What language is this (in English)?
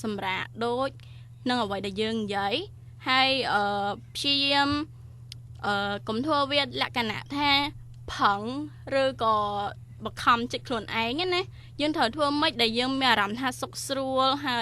Khmer